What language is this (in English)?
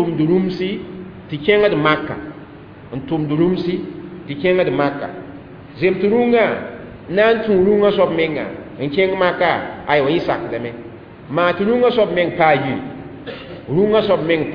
Mossi